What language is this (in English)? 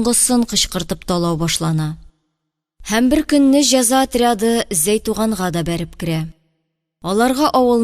Tatar